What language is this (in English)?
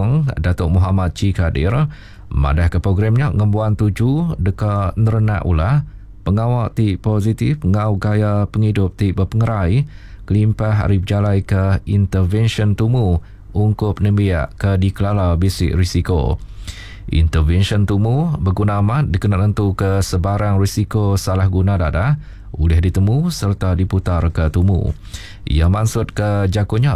Iban